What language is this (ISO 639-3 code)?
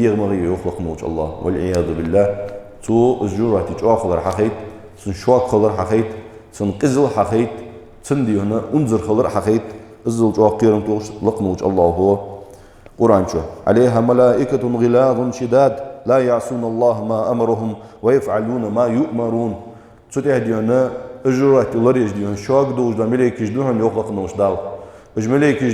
inh